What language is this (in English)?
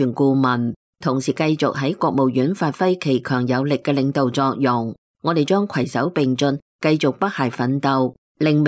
Cantonese